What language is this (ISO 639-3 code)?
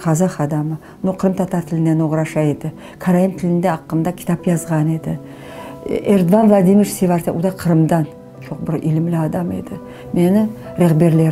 crh